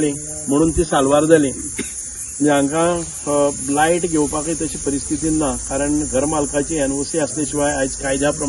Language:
Konkani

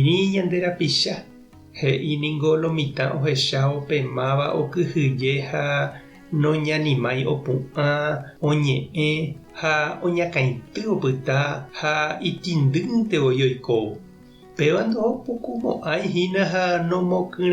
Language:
Guarani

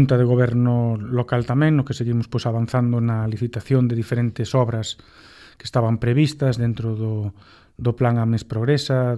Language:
Galician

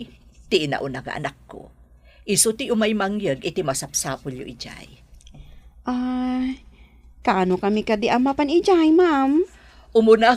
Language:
Iloko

